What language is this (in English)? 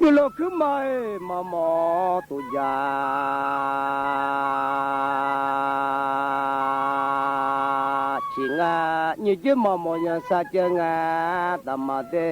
Akha